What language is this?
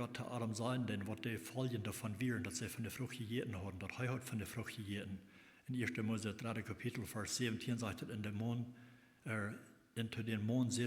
Plautdietsch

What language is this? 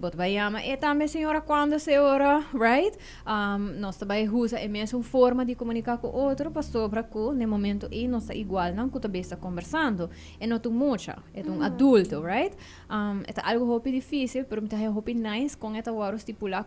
Papiamento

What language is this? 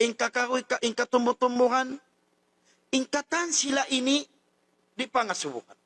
Tausug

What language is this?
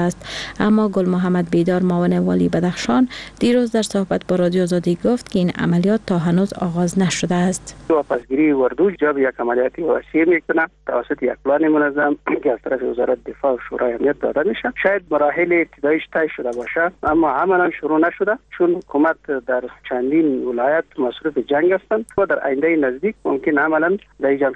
Persian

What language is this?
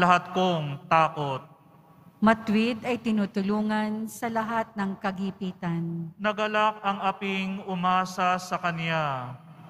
Filipino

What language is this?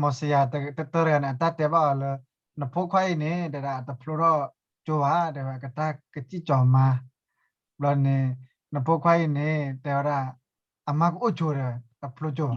S'gaw Karen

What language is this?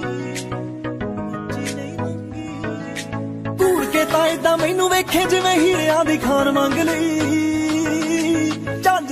Punjabi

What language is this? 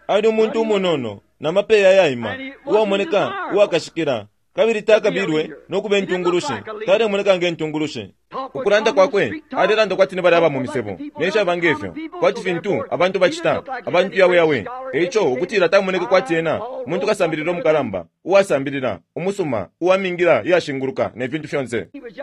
Bemba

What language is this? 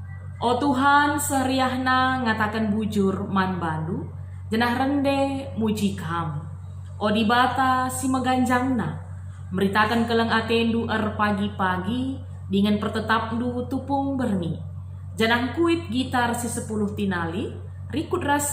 Batak Karo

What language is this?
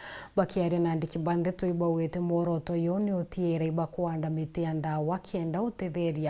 Meru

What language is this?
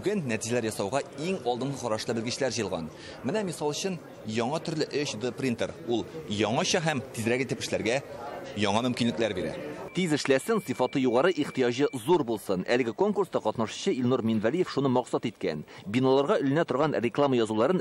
Tatar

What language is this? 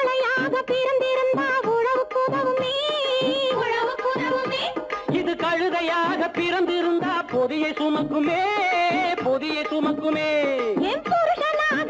Tamil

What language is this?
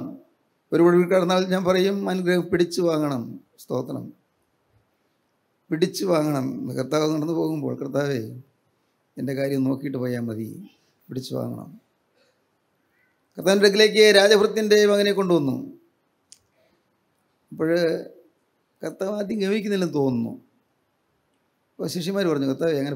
Malayalam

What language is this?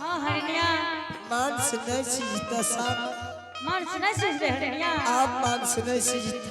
Angika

